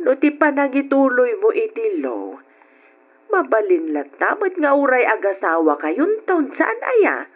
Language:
Iloko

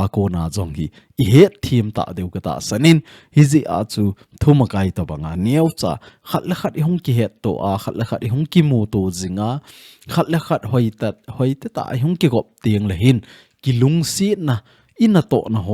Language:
Thado Chin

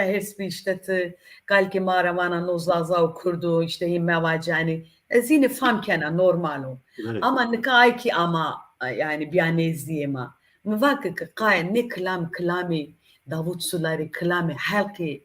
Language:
Zaza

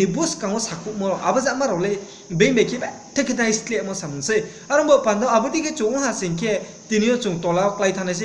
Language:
Riang (India)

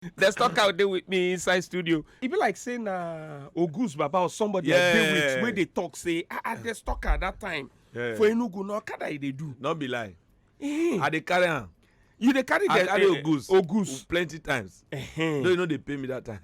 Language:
Nigerian Pidgin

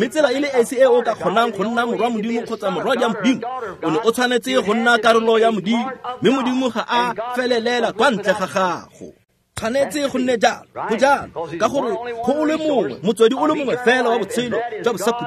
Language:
Tswana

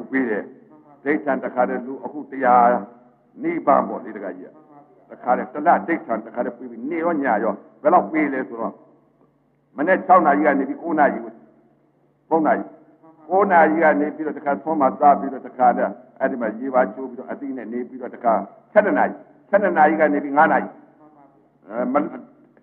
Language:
Burmese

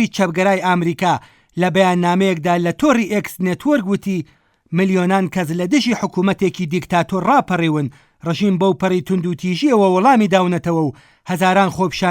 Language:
Central Kurdish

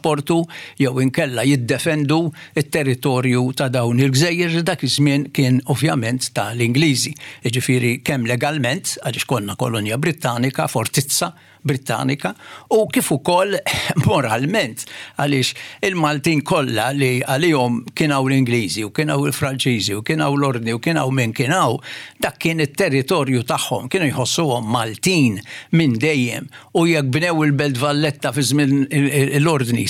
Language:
Maltese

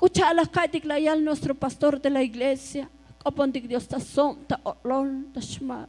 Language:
Tzotzil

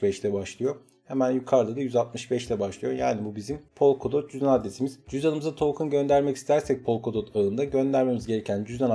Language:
Turkish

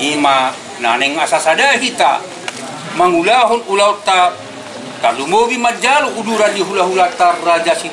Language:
Batak Toba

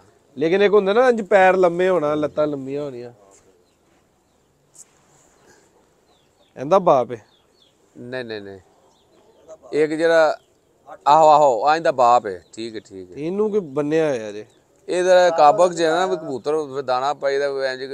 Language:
Punjabi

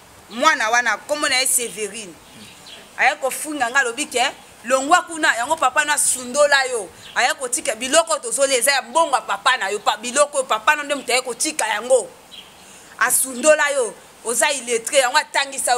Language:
Lingala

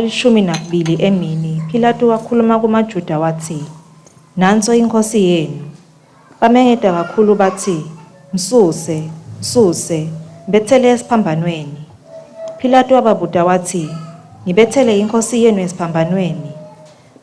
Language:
Swati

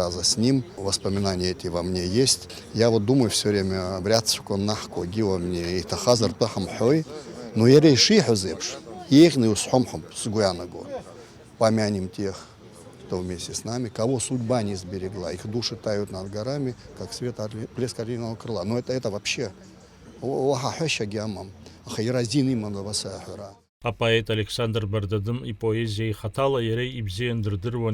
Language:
Abkhazian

